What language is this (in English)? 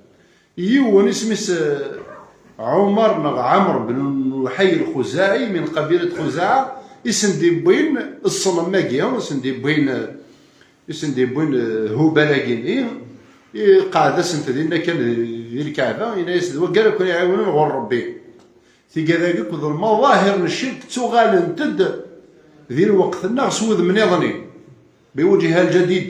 Kabyle